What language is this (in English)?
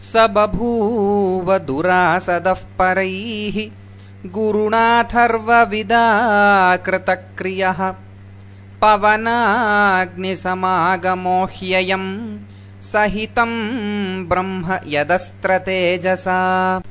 Sanskrit